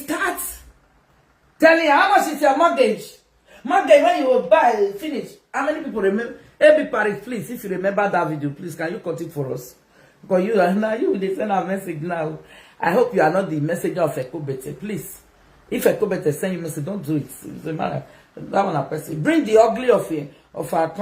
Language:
Nigerian Pidgin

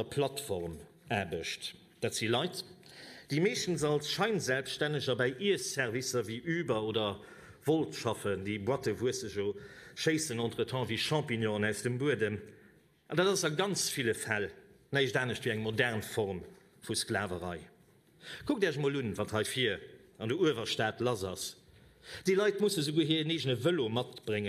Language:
Luxembourgish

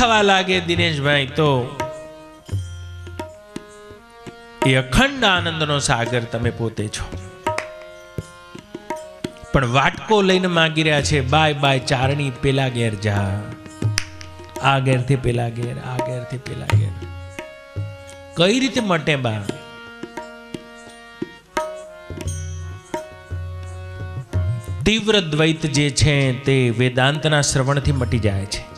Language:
Gujarati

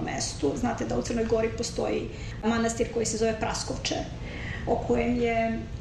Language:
Serbian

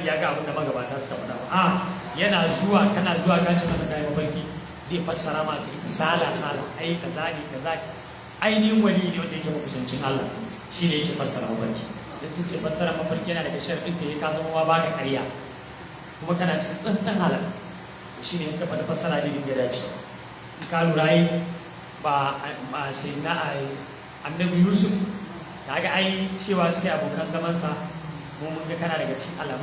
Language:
Hausa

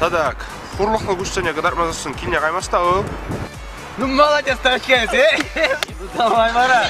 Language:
Chuvash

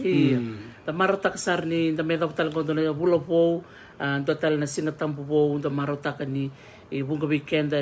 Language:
Fijian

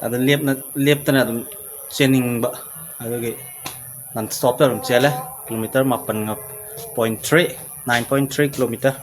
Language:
Manipuri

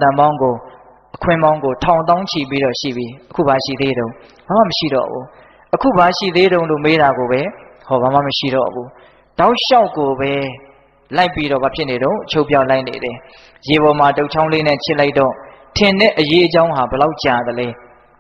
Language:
Burmese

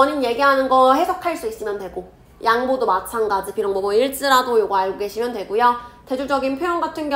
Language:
Korean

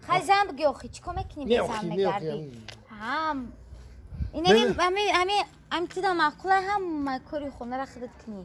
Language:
Tajik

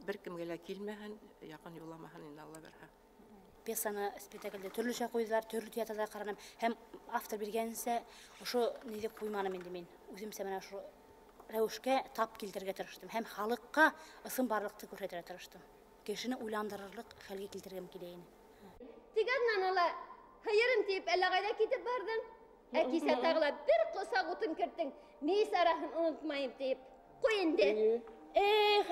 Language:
Bashkir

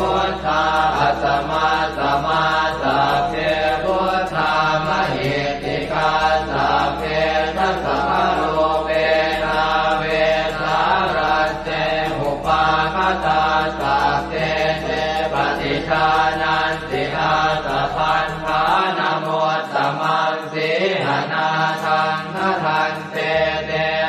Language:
Pali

